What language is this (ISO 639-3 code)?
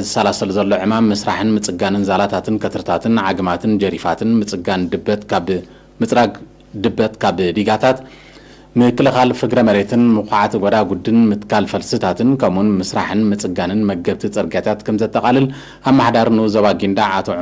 tir